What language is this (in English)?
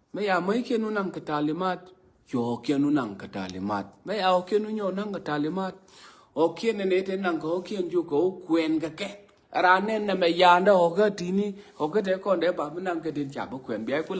Nuer